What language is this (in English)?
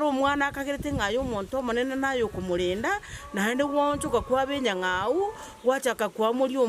Gusii